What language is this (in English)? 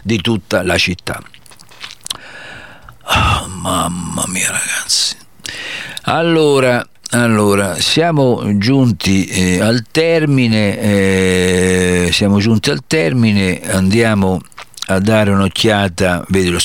Italian